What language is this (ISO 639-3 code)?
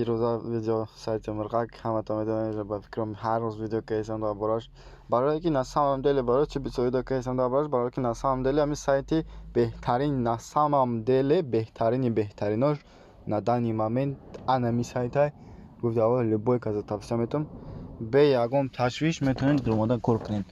tgk